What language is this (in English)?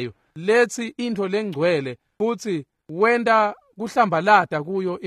Swati